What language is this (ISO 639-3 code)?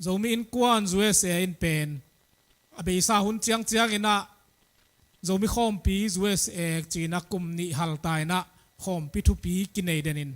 ctd